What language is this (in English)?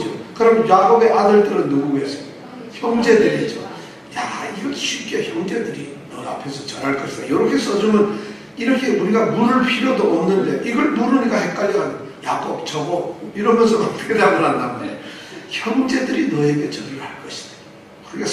Korean